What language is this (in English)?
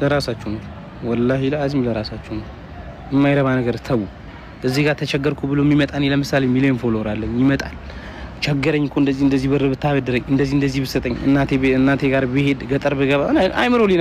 Amharic